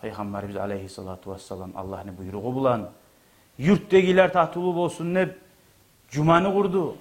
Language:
Kumyk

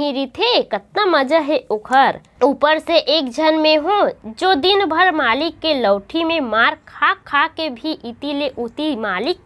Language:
Chhattisgarhi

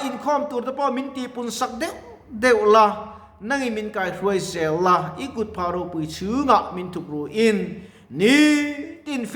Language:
Mizo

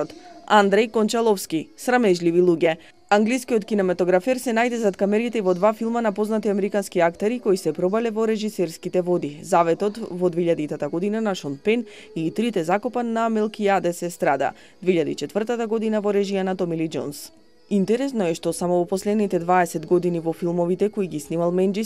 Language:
Macedonian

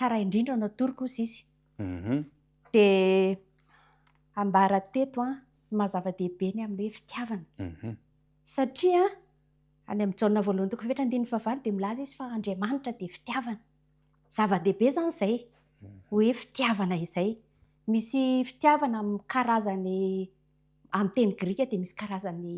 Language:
Malagasy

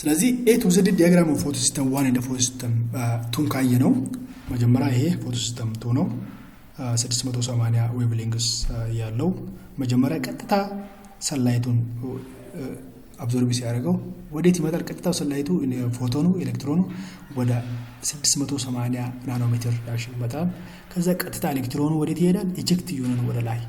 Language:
Amharic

